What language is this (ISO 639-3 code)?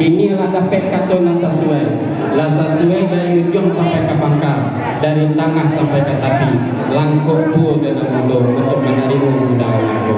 min